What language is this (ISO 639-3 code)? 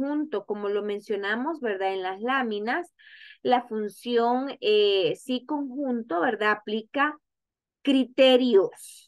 spa